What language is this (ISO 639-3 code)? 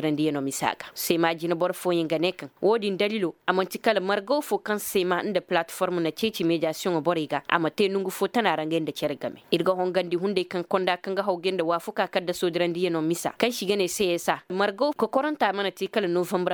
ses